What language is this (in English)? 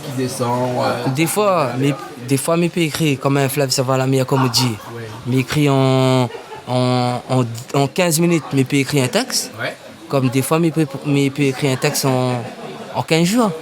Réunion Creole French